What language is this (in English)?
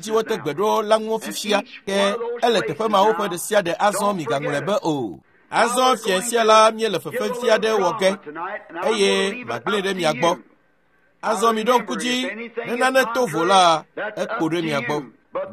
Ewe